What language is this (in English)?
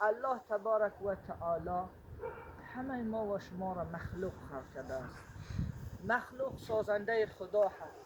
Tajik